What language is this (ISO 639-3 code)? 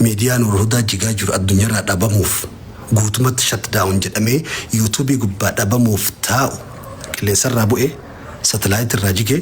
orm